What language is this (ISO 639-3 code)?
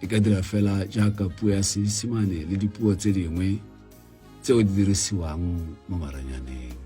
tsn